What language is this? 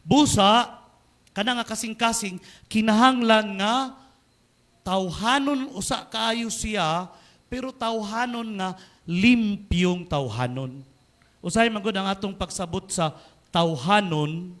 Cebuano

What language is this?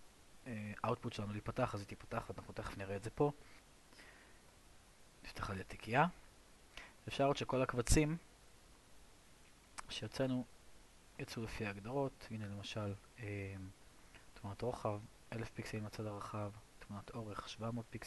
Hebrew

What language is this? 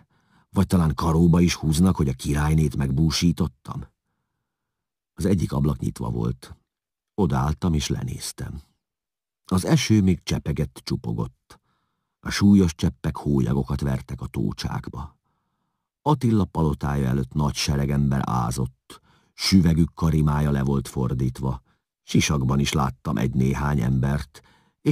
Hungarian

